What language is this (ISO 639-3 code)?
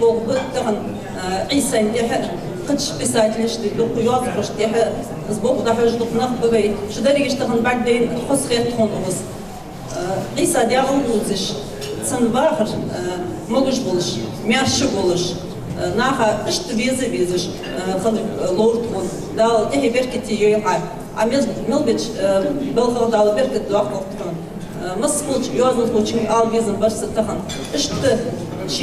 inh